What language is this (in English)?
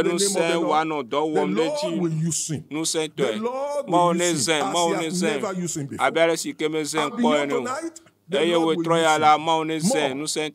Ewe